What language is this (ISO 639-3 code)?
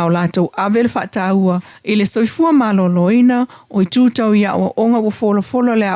smo